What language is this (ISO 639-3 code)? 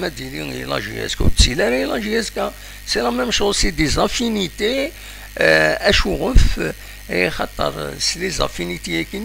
kab